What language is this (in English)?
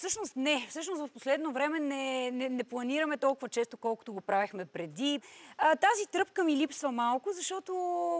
Bulgarian